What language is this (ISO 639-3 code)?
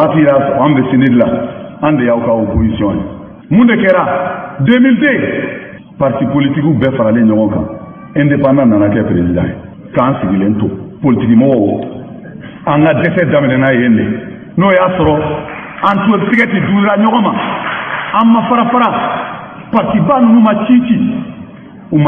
bam